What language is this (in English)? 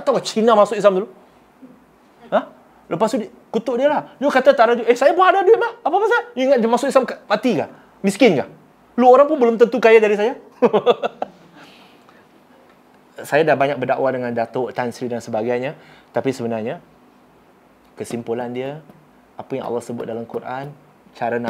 Malay